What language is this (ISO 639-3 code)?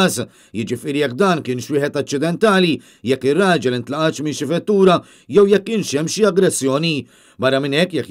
mlt